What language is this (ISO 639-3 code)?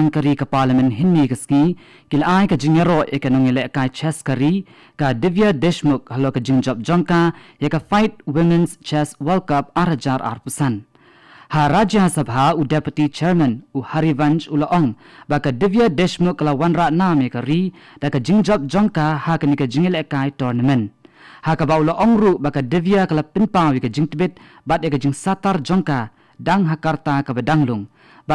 kha